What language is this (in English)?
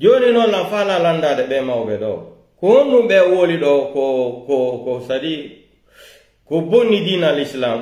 Pular